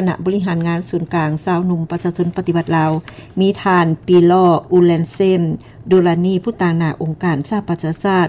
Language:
Lao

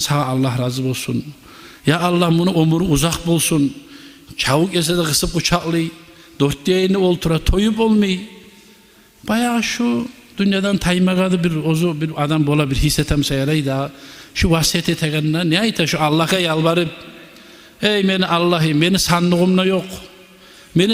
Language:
Kumyk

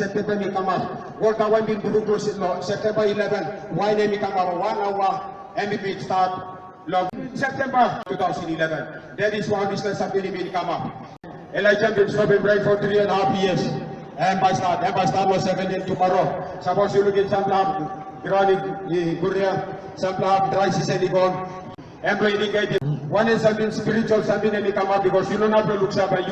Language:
Tok Pisin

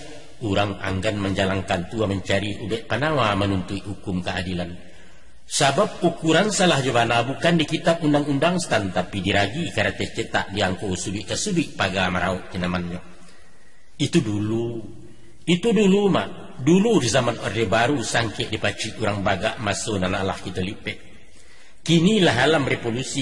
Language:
Minangkabau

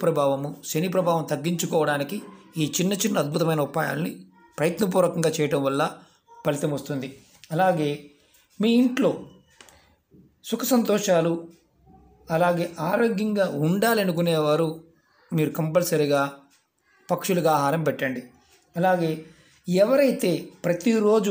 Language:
Telugu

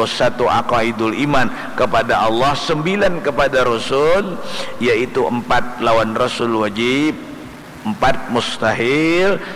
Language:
Banjar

